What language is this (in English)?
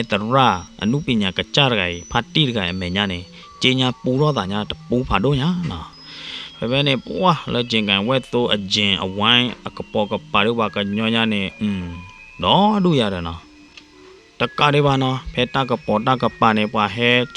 S'gaw Karen